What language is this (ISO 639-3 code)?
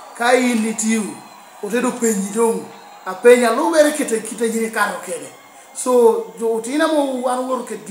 laj